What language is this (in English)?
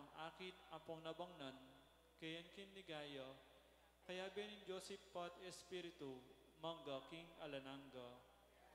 Pampanga